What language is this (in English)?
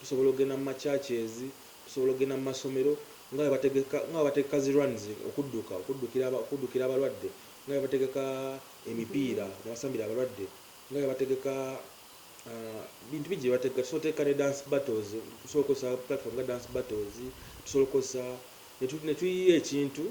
Ganda